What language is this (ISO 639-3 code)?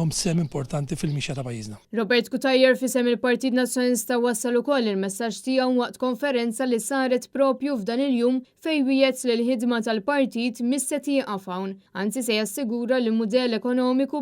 mlt